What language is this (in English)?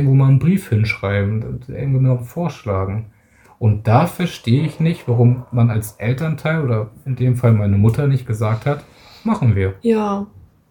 German